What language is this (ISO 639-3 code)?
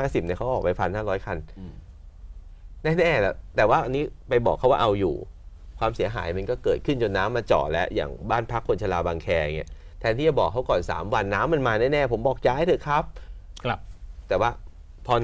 tha